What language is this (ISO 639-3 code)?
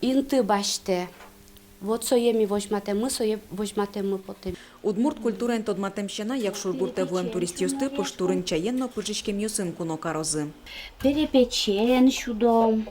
udm